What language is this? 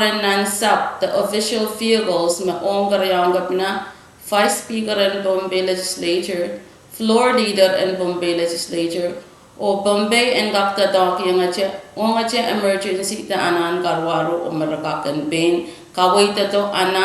Pohnpeian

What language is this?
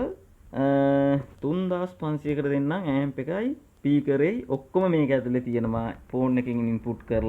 Sinhala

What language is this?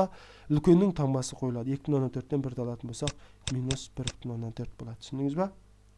Kazakh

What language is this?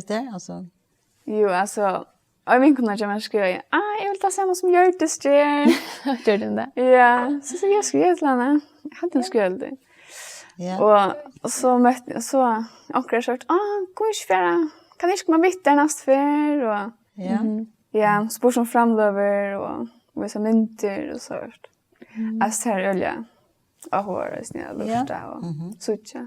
Faroese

